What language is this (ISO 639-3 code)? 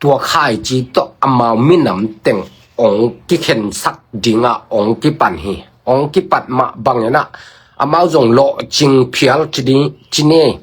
ctd